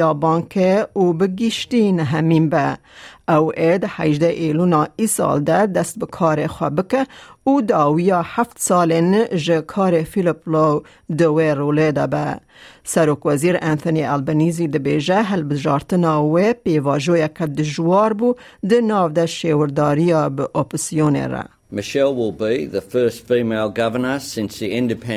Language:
Kurdish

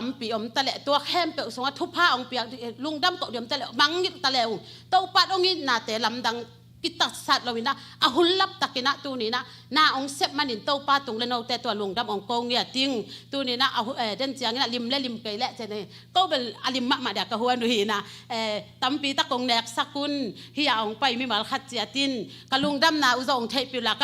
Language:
Tedim Chin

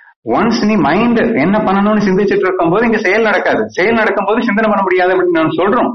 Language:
Tamil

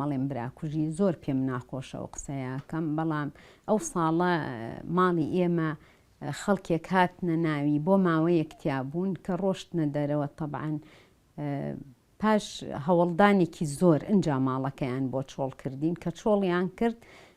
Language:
Central Kurdish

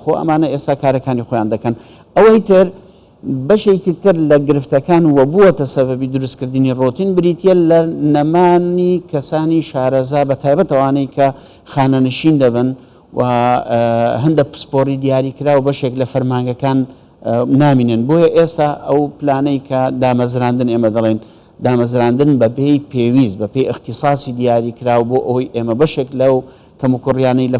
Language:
Central Kurdish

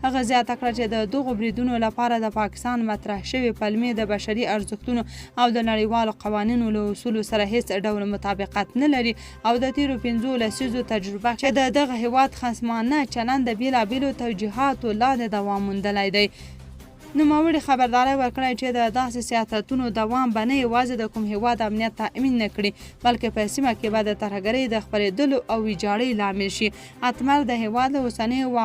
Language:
Pashto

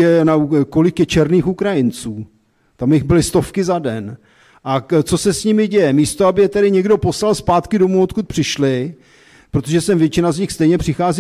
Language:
Czech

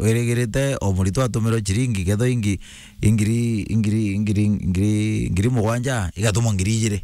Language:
Meru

